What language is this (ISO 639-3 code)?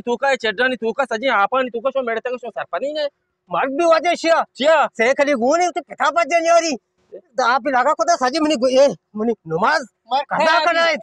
bgp